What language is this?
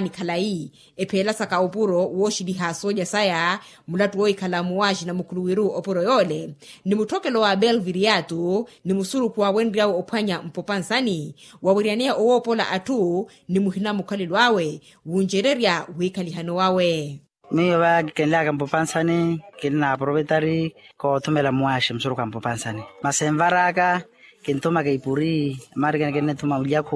Makhuwa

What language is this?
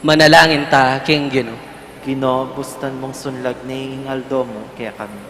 Pampanga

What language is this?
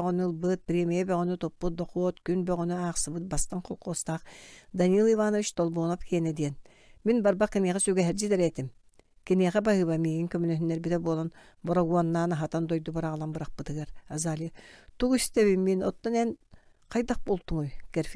Yakut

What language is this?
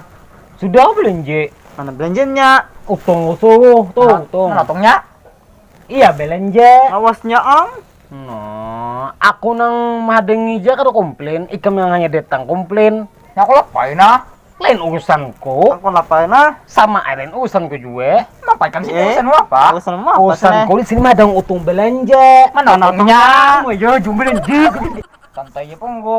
Banjar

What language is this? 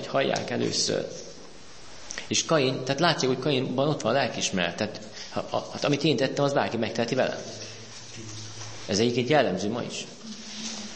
Hungarian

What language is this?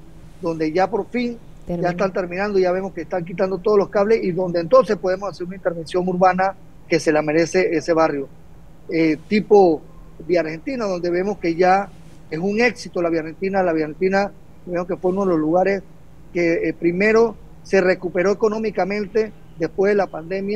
Spanish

